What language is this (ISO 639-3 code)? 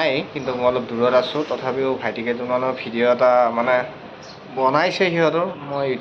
asm